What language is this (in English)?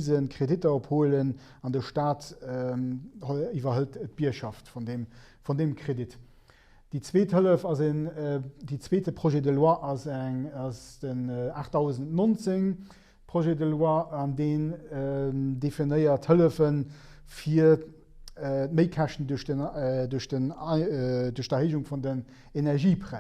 Luxembourgish